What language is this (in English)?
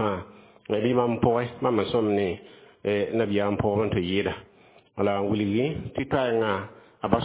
Mossi